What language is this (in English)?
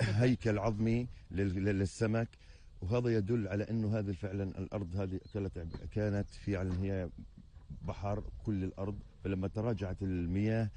North Levantine Arabic